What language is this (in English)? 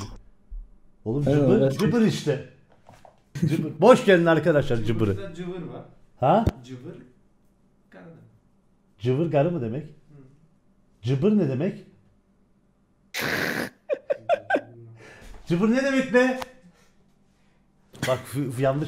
Turkish